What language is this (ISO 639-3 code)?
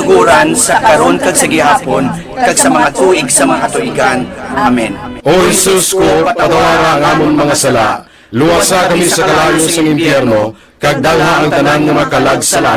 hil